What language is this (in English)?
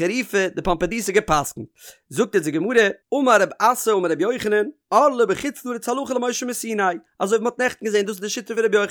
Yiddish